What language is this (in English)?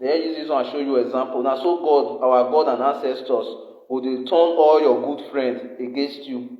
Nigerian Pidgin